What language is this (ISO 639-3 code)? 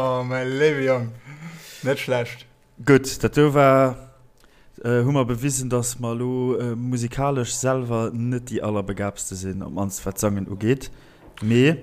ltz